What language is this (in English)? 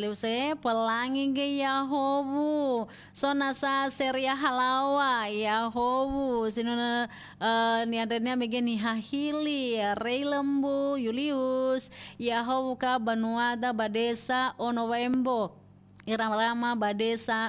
Nias